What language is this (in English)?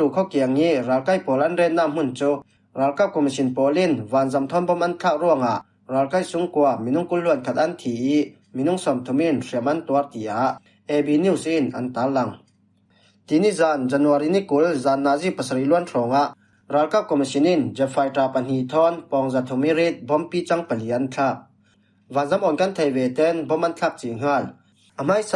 Falam Chin